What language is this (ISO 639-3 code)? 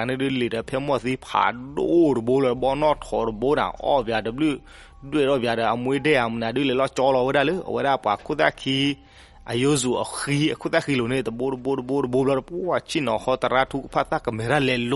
ksw